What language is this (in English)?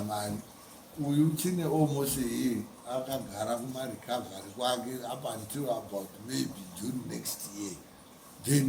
Shona